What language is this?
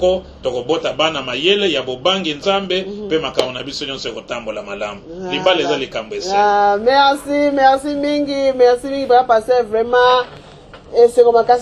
Lingala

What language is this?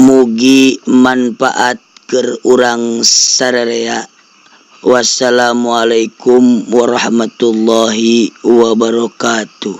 Sundanese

